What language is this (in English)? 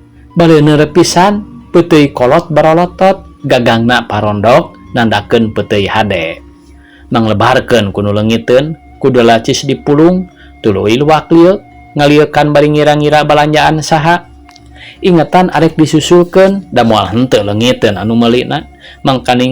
Sundanese